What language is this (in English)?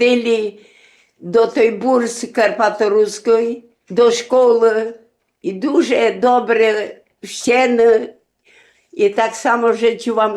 Rusyn